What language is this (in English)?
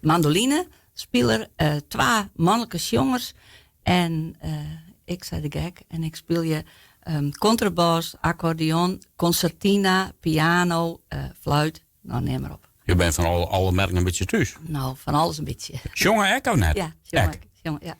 Western Frisian